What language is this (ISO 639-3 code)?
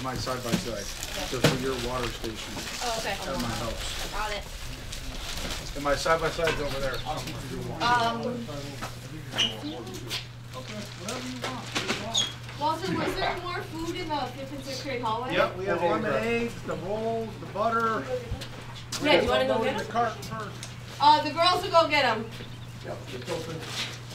eng